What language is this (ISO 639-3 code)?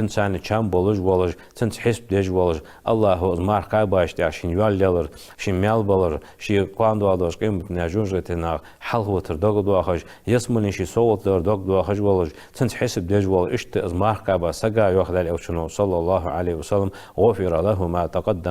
inh